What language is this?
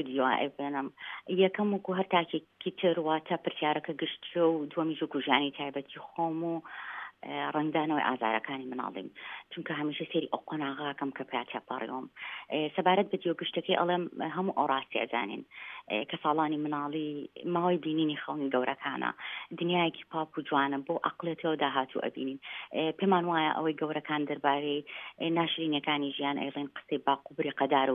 Central Kurdish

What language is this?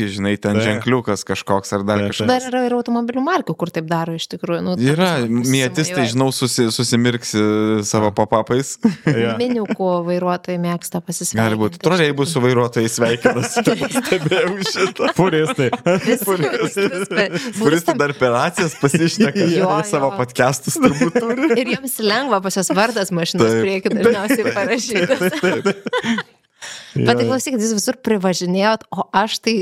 Lithuanian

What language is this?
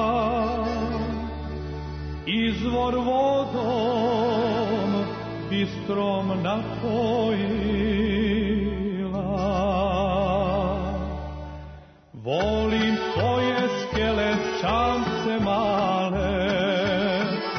Serbian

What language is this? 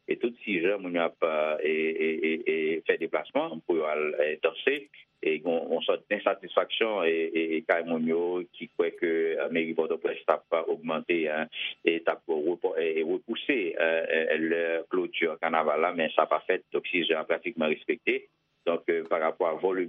Haitian Creole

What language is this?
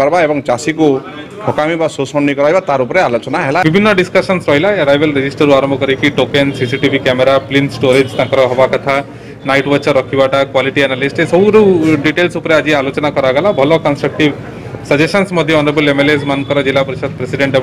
Odia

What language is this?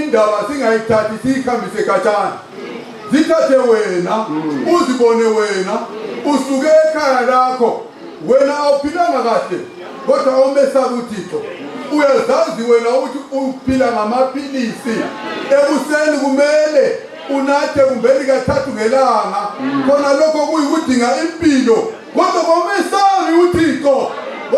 North Ndebele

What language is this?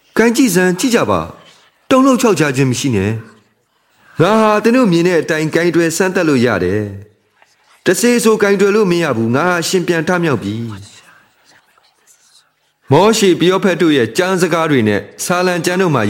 Burmese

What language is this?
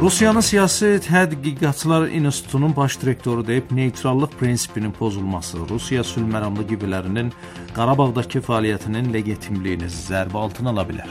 Azerbaijani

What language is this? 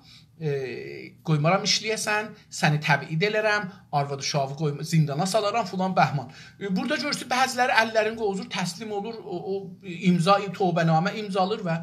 South Azerbaijani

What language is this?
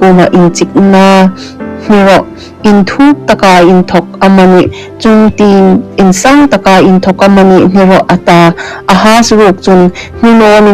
Hmar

